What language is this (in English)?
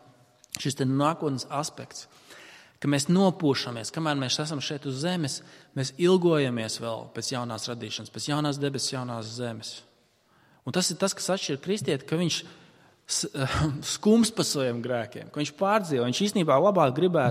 Latvian